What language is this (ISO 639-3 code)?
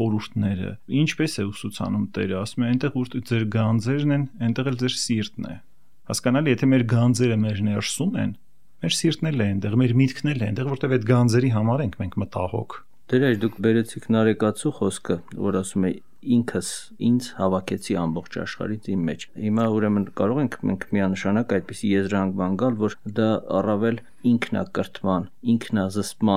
hye